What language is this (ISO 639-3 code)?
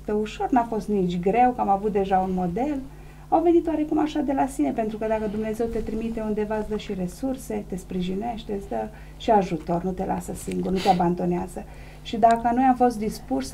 ron